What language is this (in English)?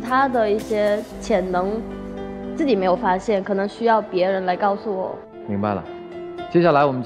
Chinese